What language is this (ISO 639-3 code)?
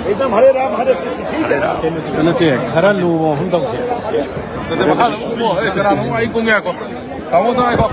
mni